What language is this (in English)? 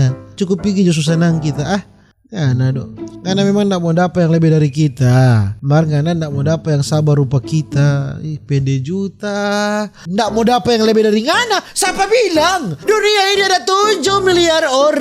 Manado Malay